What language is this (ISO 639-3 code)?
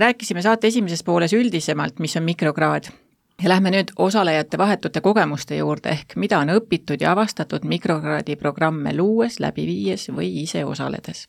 est